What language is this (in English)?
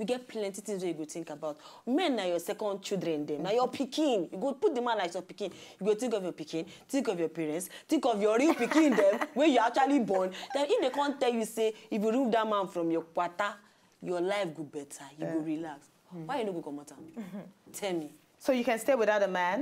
Nigerian Pidgin